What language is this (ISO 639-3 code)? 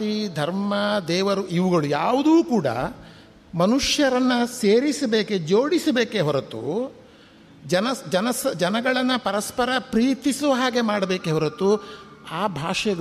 kan